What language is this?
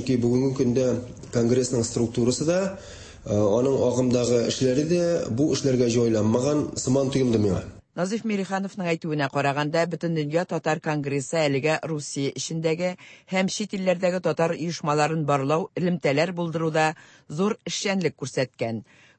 Tatar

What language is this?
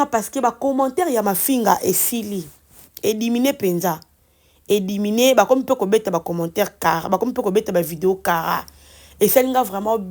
Lingala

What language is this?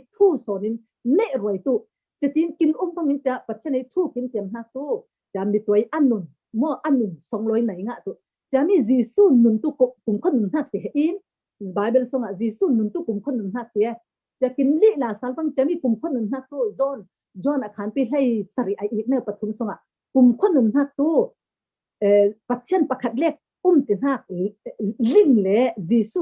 Falam Chin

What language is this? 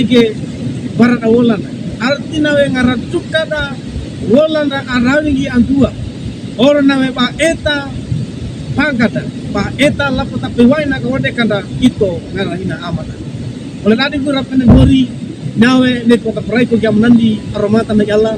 Wejewa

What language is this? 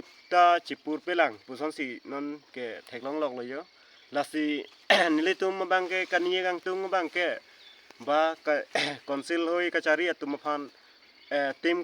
Karbi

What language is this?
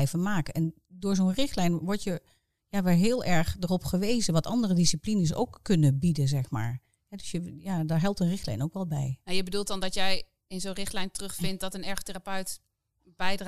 Dutch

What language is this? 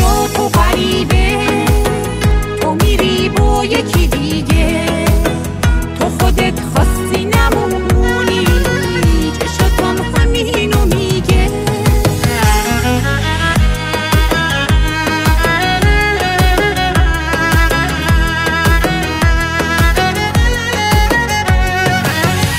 Persian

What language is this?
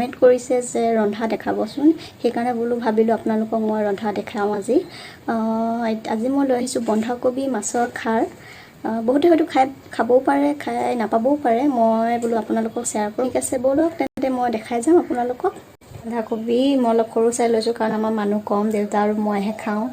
Assamese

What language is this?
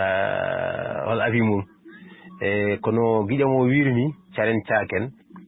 Fula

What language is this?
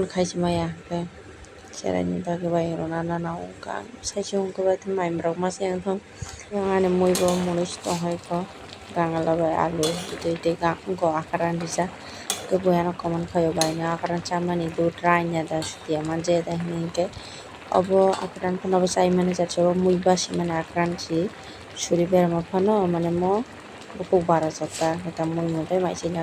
Kok Borok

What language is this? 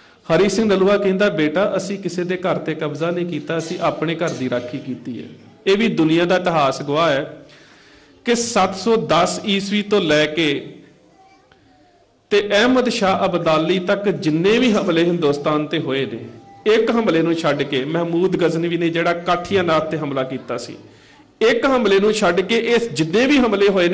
Punjabi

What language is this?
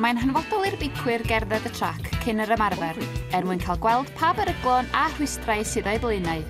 Welsh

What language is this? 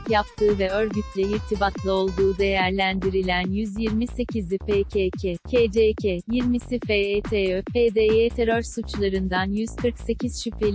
Turkish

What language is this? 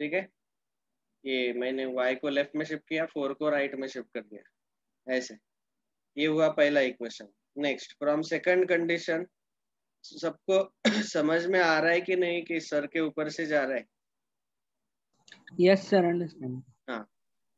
Hindi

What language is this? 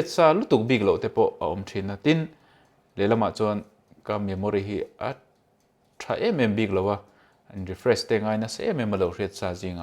Mizo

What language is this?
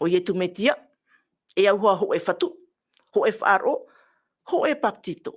Tahitian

